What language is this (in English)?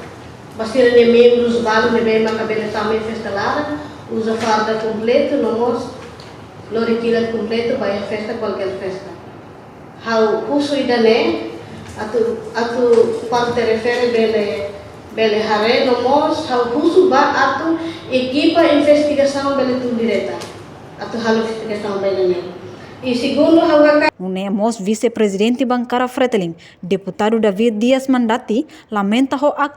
Tetum